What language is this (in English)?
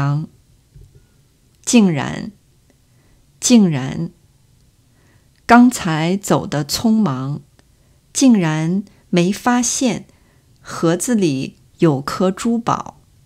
Chinese